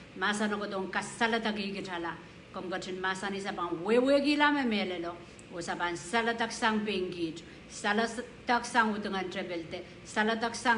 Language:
Pohnpeian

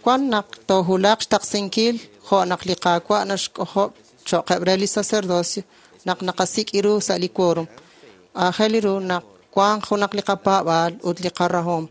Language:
Kekchí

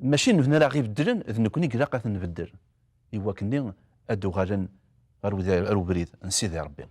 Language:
Kabyle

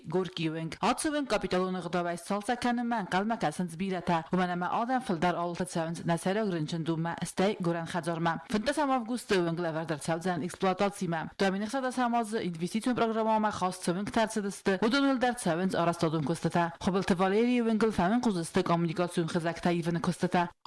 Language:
Ossetic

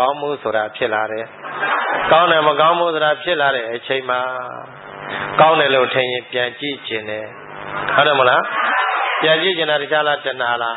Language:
Burmese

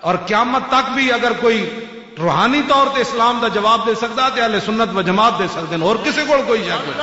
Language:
Western Panjabi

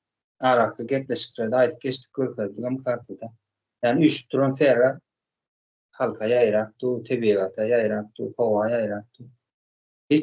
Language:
Turkmen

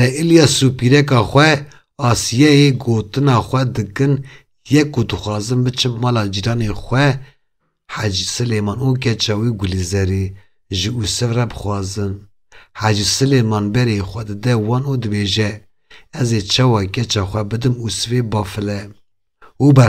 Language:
Kurdish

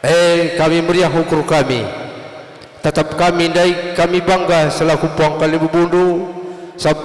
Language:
Batak Karo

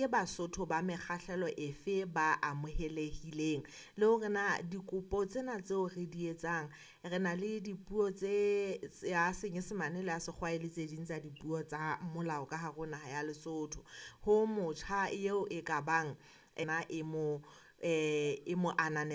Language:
Southern Sotho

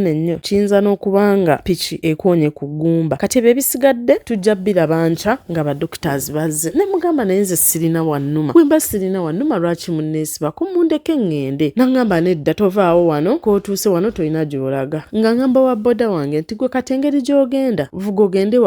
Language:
Ganda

